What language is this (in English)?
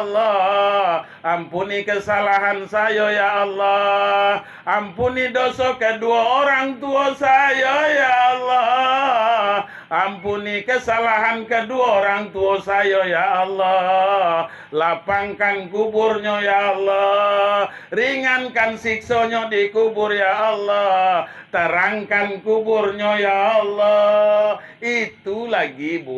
Minangkabau